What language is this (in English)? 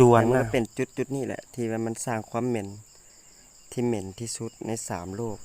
Lao